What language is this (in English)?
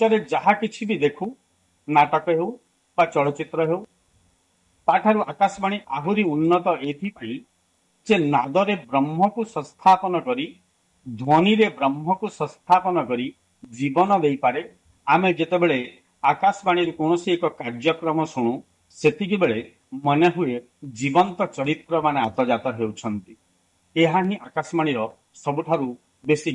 Odia